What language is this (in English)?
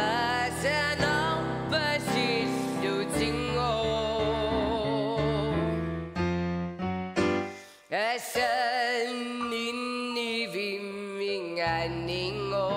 Kalaallisut